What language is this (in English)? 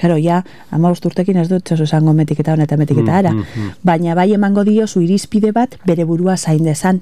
Basque